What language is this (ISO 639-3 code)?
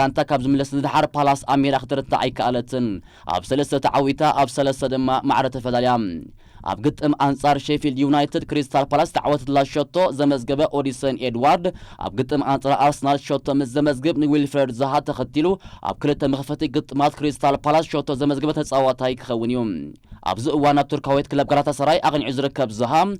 tir